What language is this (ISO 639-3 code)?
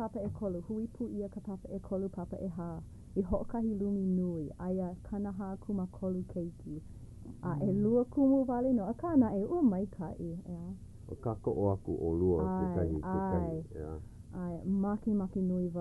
haw